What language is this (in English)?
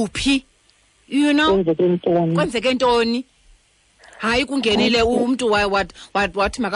Xhosa